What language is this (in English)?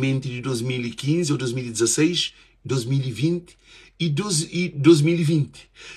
Kabuverdianu